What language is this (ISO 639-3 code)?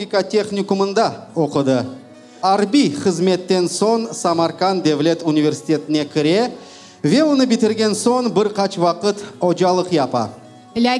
crh